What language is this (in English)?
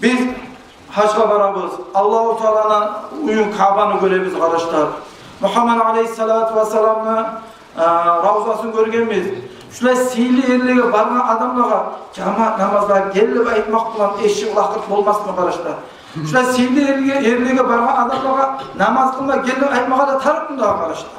Kumyk